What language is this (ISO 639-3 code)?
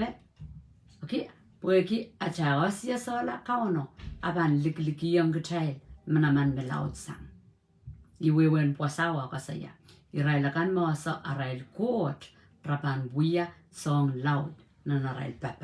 pon